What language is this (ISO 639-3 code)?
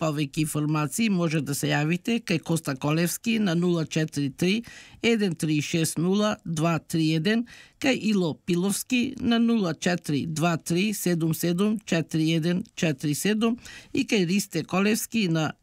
mkd